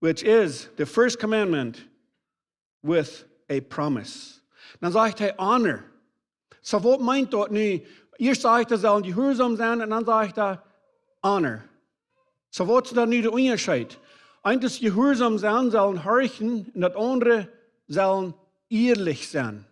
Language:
Plautdietsch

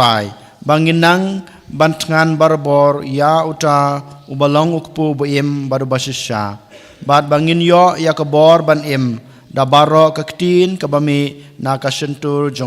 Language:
Khasi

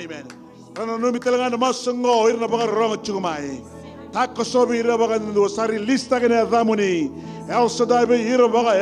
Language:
Fijian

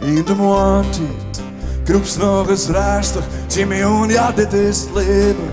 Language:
Western Frisian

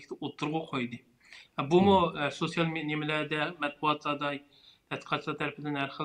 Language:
Uyghur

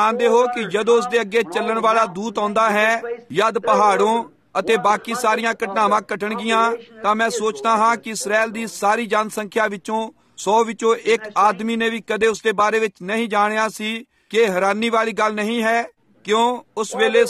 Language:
Punjabi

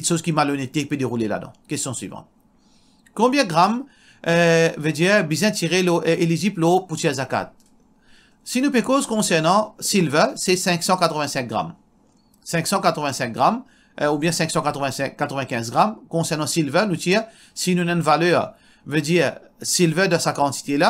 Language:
Morisyen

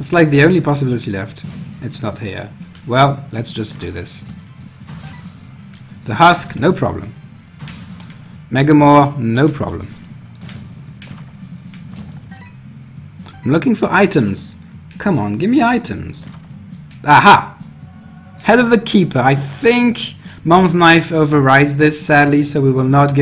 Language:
English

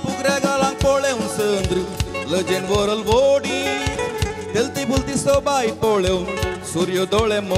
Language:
Konkani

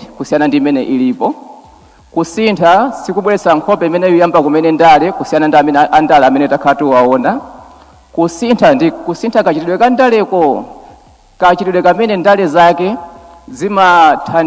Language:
Nyanja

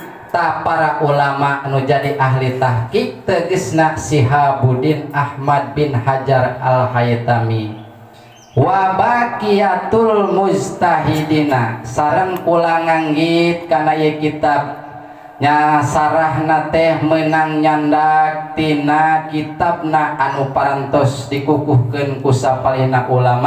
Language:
Sundanese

